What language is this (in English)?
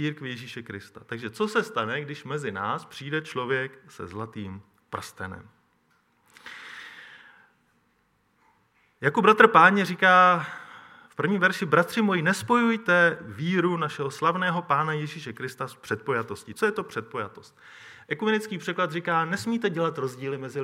Czech